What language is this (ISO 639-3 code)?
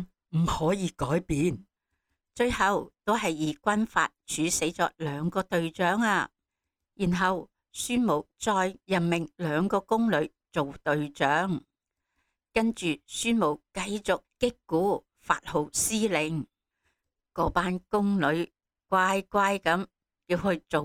yue